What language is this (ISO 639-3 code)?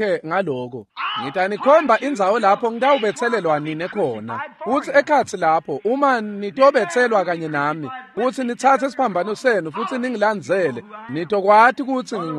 ssw